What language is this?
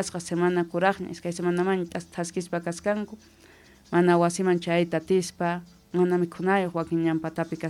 Quechua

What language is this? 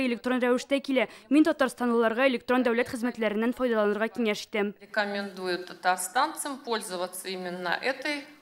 Tatar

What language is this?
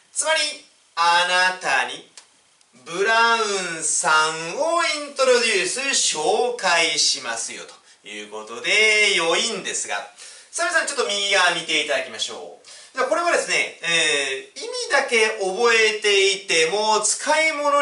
Japanese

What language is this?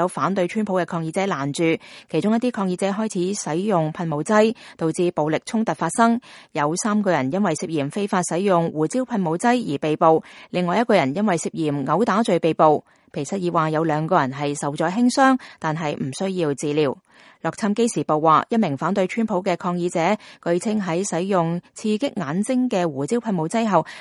Cantonese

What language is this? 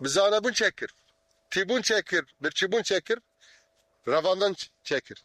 Kurdish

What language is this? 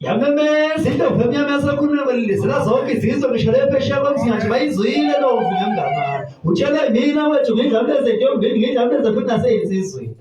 Zulu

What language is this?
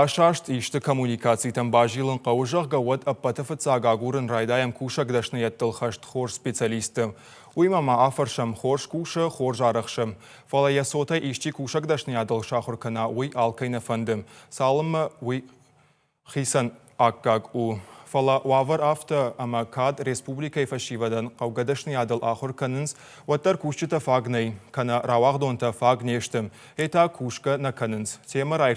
Ossetic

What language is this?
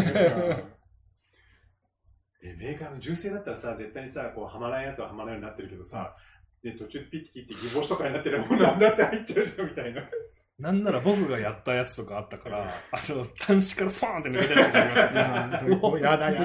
Japanese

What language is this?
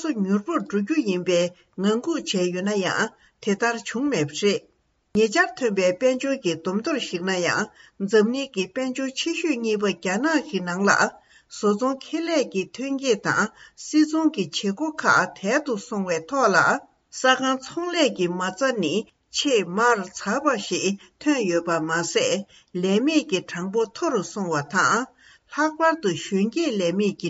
Tibetan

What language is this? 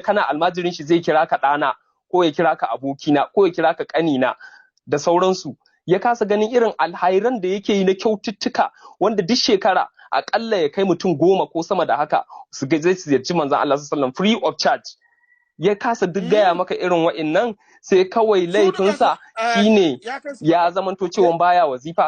Hausa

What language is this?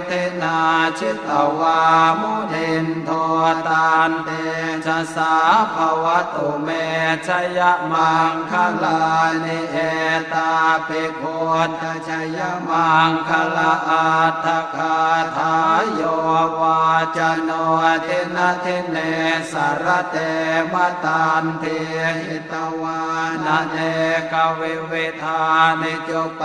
Pali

